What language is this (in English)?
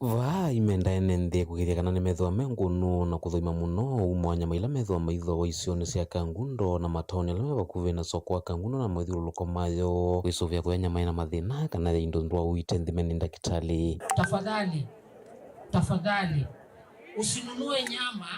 Kamba